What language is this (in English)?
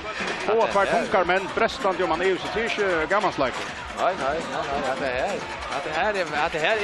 Faroese